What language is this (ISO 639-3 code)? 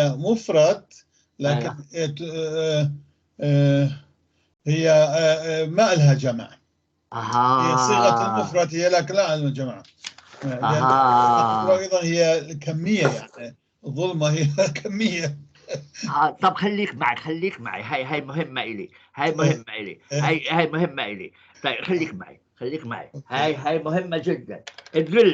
apc